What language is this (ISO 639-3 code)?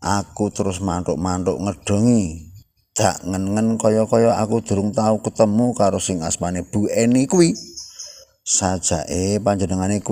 jav